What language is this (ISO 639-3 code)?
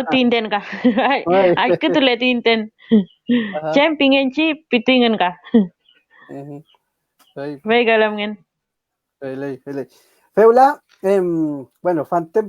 arn